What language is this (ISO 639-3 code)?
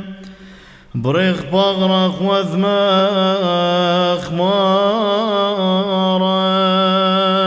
syc